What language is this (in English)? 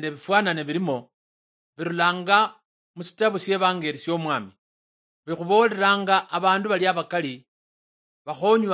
Luyia